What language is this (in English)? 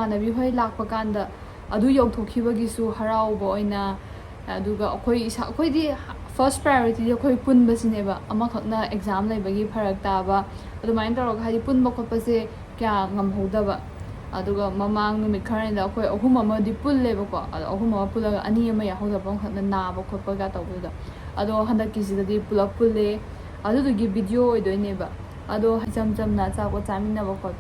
Manipuri